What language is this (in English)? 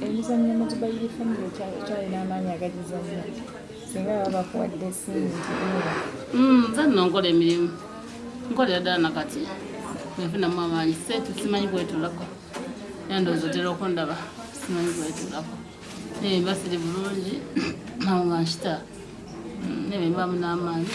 Ganda